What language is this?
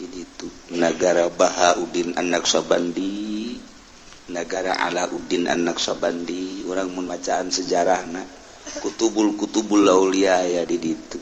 Sundanese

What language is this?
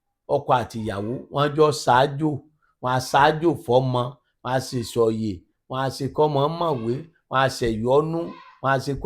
Yoruba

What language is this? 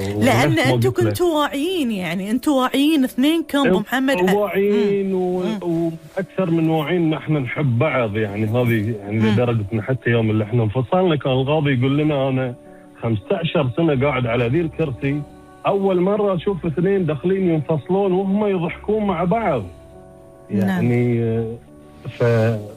Gulf Arabic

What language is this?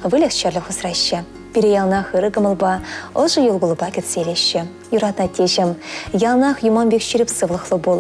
Chuvash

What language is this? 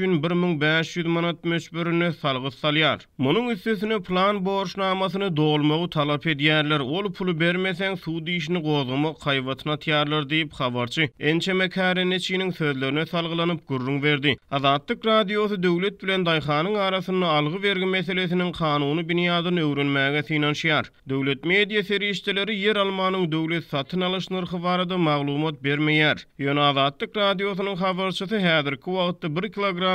Turkmen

